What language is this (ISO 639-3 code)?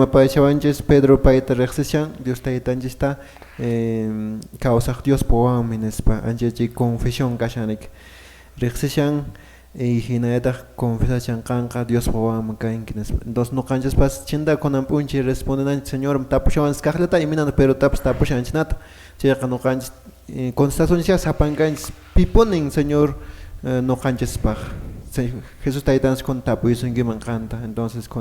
que